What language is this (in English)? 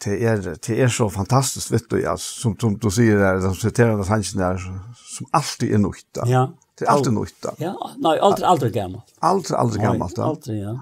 Faroese